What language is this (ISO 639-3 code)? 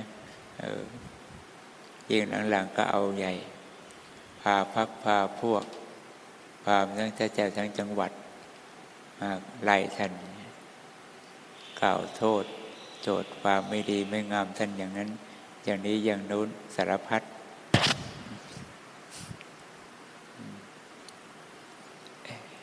tha